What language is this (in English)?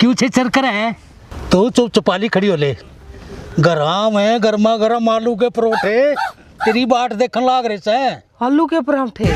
Haryanvi